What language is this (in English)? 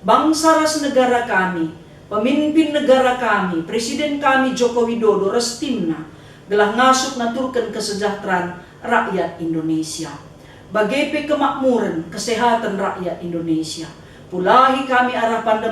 Batak Karo